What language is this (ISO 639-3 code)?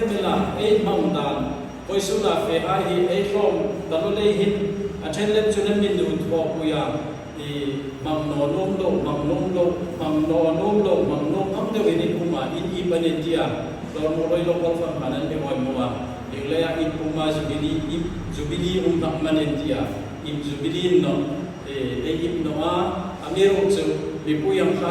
hmr